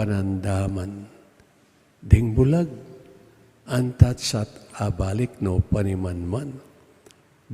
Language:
Pampanga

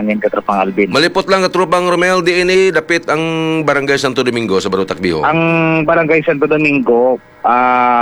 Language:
Hiligaynon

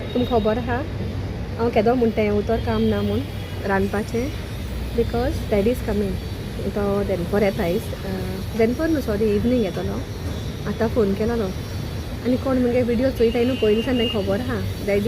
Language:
Konkani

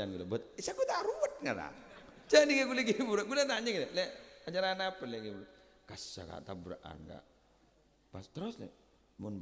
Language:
Madurese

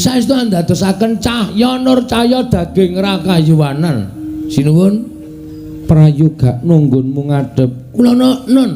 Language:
Javanese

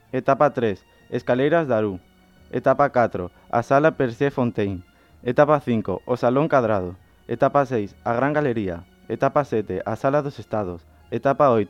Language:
Galician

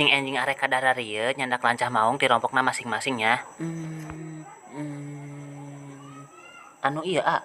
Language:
Sundanese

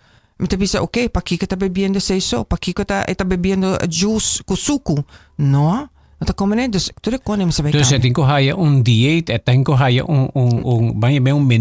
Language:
Papiamento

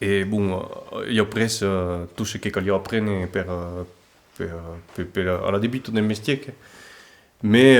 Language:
Occitan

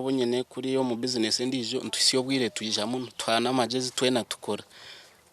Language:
Nyankole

